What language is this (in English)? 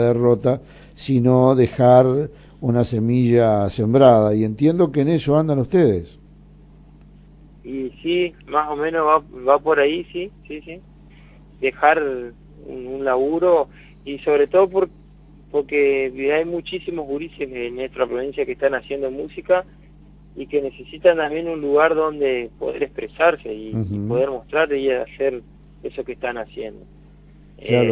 Spanish